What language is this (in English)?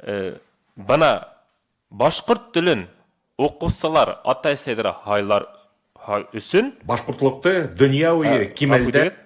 Bashkir